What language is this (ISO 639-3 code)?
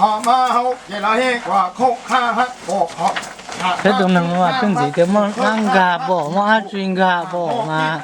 hmn